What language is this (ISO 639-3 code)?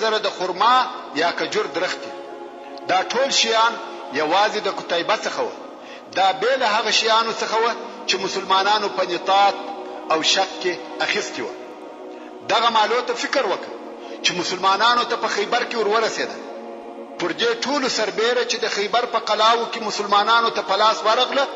pus